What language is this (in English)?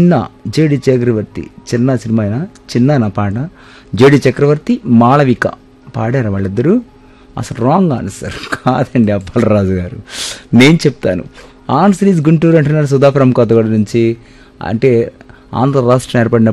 Telugu